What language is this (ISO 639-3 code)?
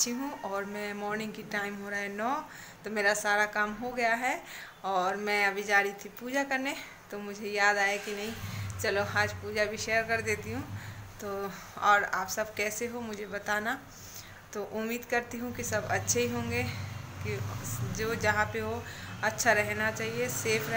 hin